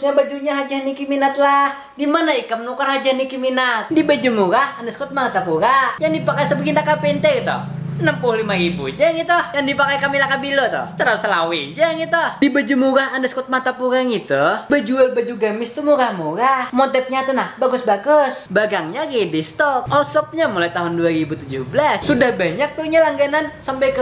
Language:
Banjar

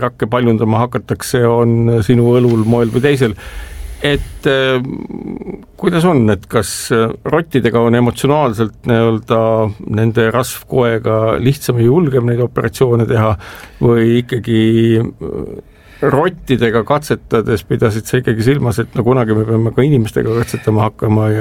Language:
Estonian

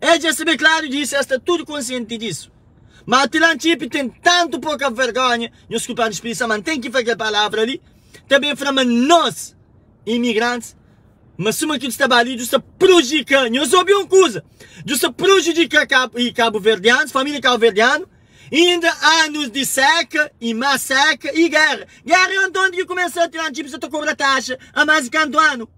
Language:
Kabuverdianu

